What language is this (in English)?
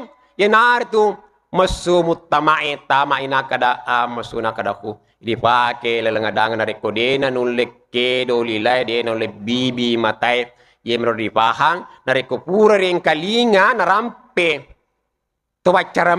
Buginese